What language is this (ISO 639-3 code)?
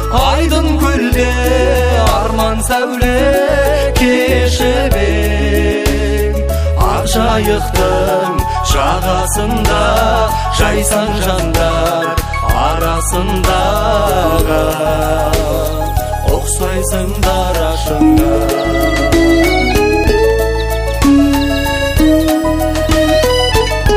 kaz